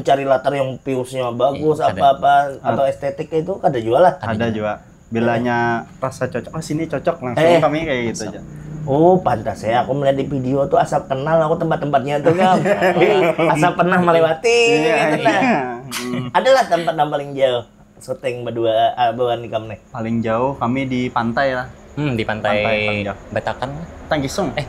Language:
Banjar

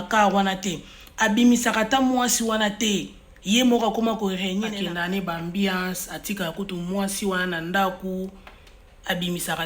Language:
Lingala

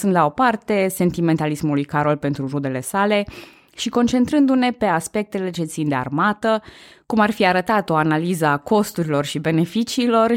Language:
Romanian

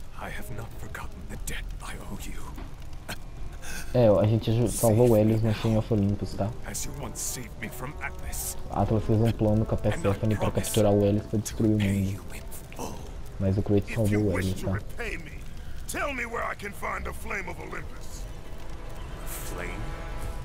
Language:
Portuguese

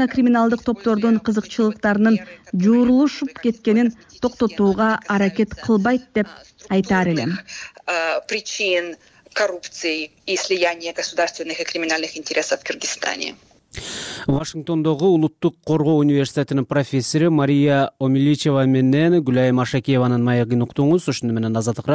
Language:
Kyrgyz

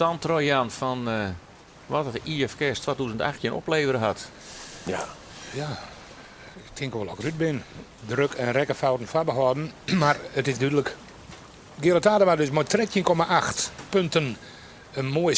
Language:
Western Frisian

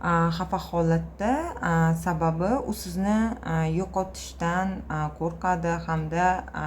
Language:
Uzbek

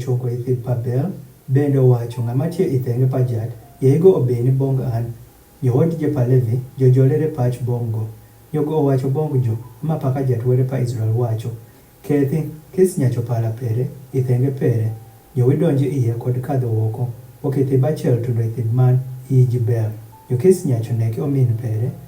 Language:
Adhola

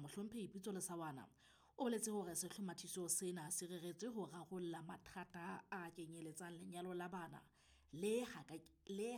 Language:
Southern Sotho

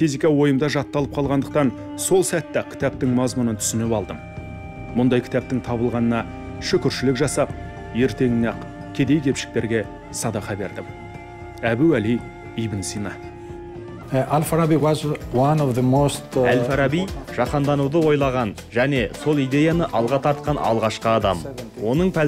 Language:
Kazakh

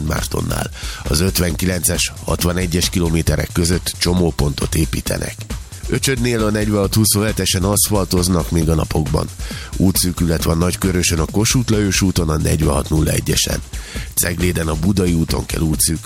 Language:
Hungarian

